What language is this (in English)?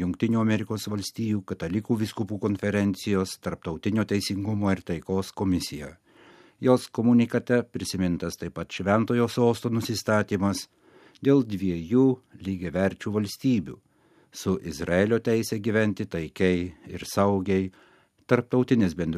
Lithuanian